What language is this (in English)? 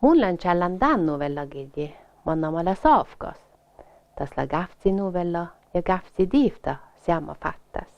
Northern Sami